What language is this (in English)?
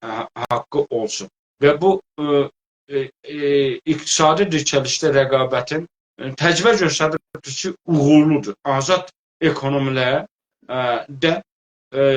South Azerbaijani